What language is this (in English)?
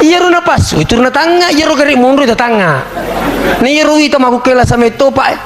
Buginese